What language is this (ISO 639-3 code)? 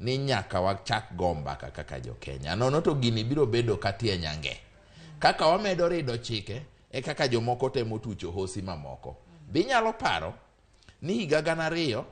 luo